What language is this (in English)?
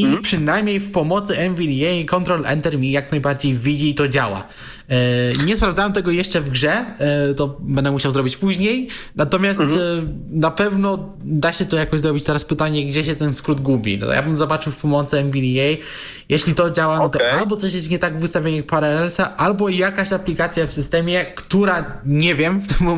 Polish